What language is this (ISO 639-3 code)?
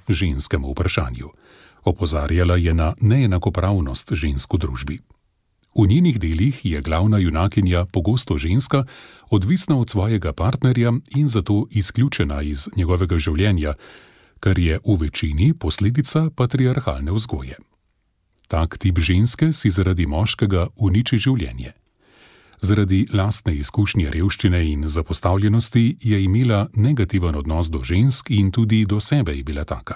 slv